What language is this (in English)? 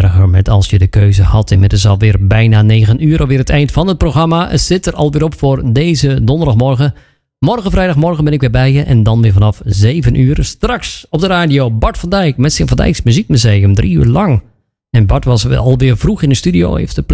Dutch